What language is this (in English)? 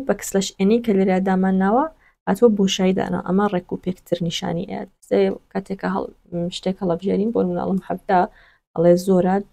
Central Kurdish